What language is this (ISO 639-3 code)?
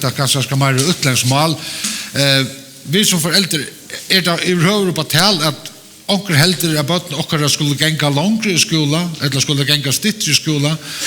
fao